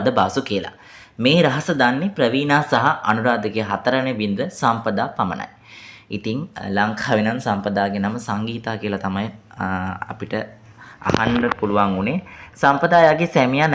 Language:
Sinhala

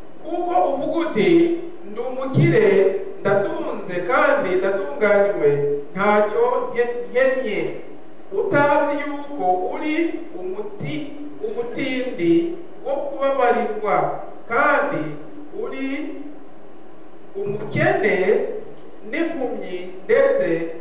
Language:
Kinyarwanda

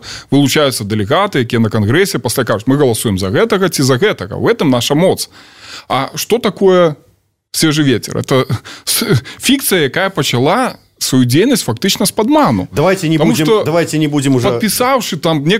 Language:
Belarusian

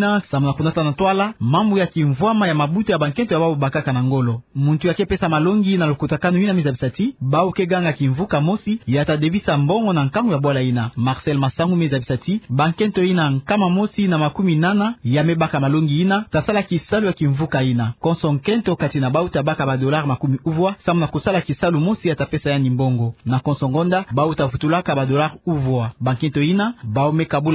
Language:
Kituba (Democratic Republic of Congo)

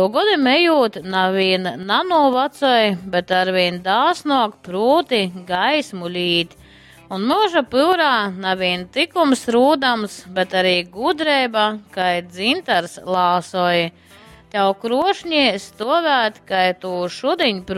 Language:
Latgalian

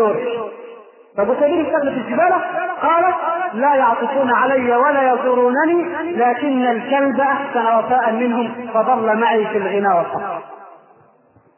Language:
Arabic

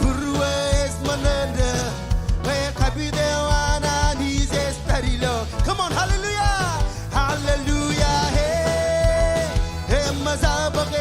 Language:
Marshallese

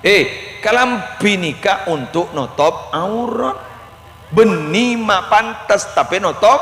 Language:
Madurese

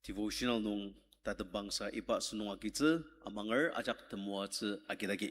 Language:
Ao Naga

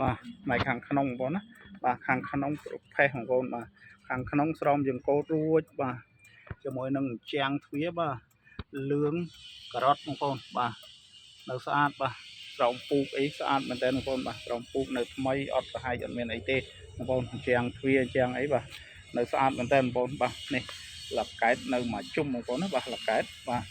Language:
Khmer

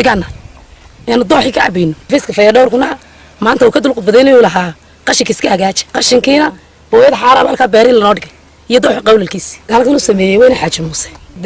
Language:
Somali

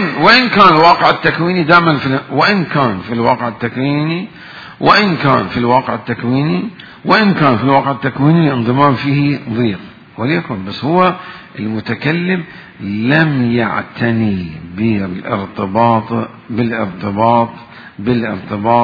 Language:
Mesopotamian Arabic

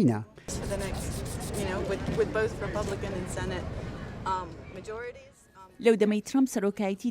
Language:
Central Kurdish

